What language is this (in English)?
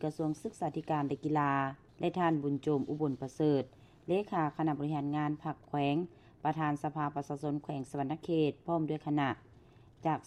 Lao